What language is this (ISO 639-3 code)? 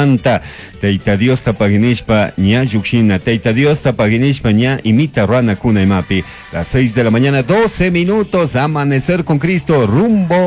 qug